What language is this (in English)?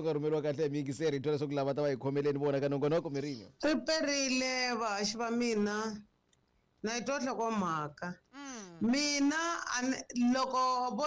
Tsonga